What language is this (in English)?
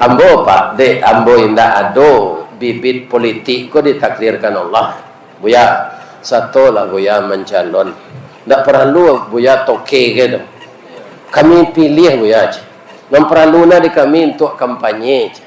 Minangkabau